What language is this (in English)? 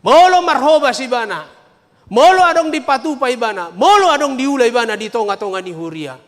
Batak Toba